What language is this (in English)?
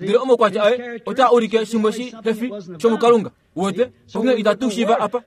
Kuanyama